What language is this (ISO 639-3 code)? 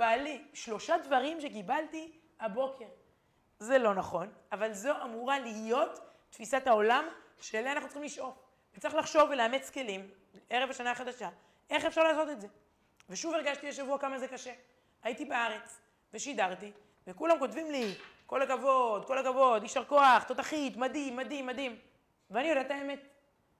heb